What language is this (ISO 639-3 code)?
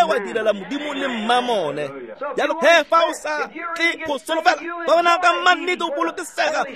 tsn